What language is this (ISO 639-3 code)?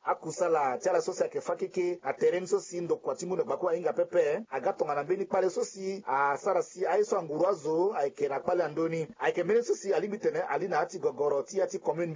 sag